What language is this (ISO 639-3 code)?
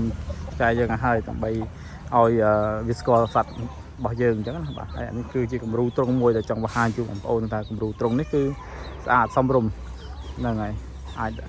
khm